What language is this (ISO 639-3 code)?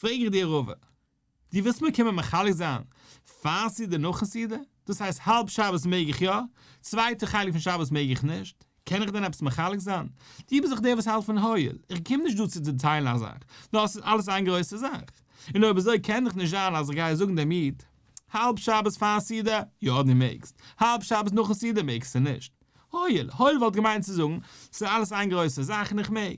yid